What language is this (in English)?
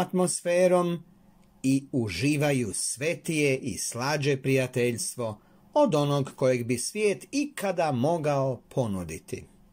Croatian